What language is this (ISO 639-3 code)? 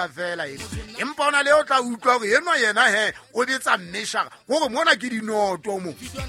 sot